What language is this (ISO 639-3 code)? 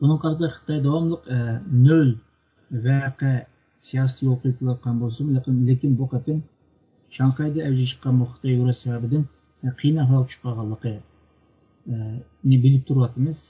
uig